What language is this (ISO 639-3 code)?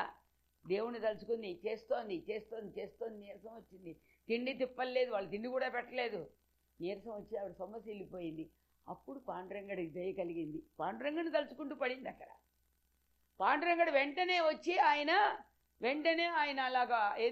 tel